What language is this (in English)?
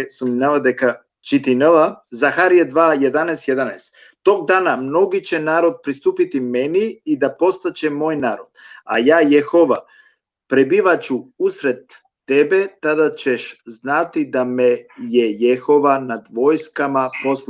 Balkan Romani